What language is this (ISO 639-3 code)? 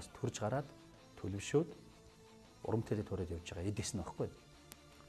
mon